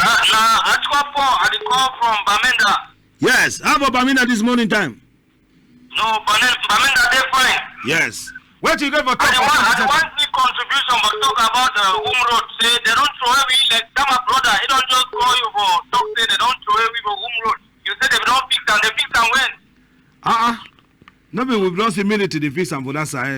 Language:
Cameroon Pidgin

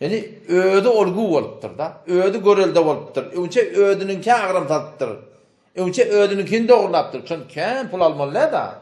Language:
Turkmen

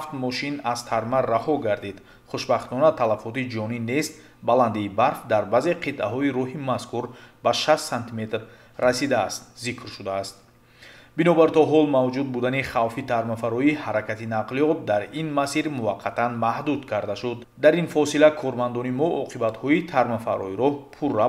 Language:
Tajik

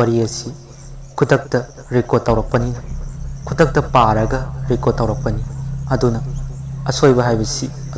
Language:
Manipuri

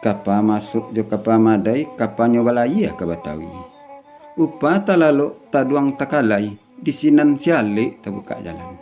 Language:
Minangkabau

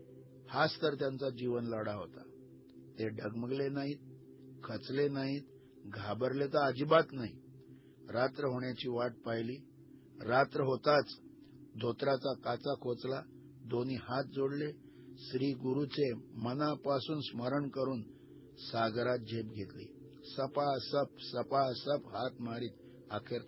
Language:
Marathi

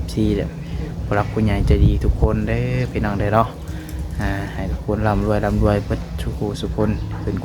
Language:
Northeastern Thai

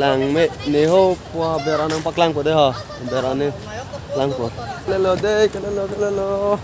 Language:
Karbi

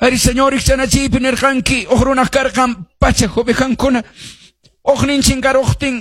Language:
Quechua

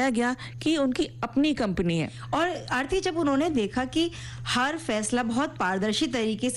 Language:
Hindi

